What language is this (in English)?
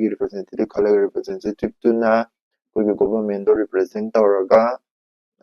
Manipuri